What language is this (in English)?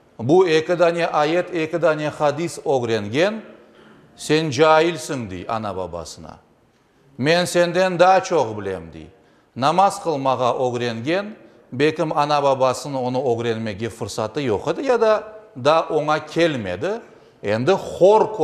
Crimean Tatar